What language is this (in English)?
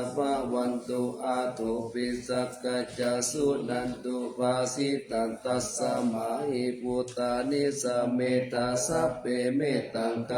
Pali